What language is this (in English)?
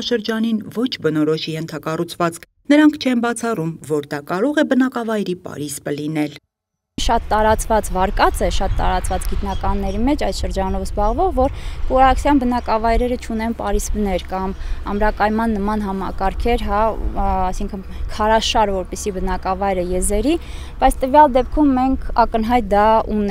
Armenian